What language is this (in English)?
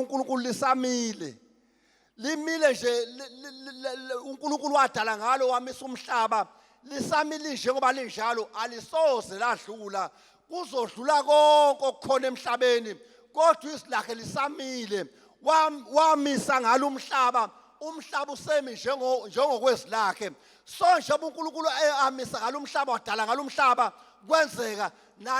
Zulu